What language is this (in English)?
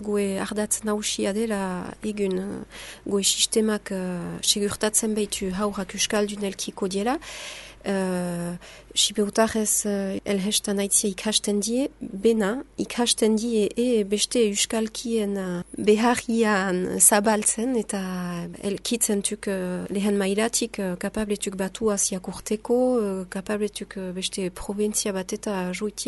Basque